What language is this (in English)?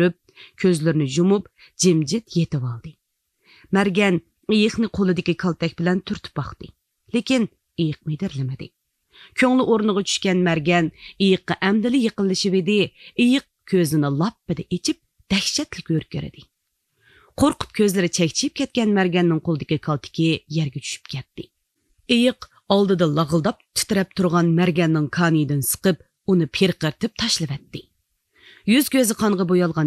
Uyghur